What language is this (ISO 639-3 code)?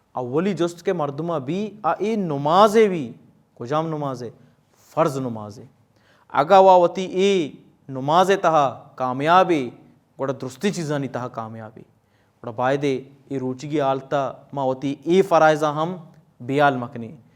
bal